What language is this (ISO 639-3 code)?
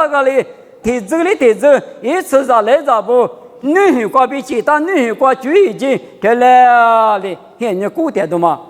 lis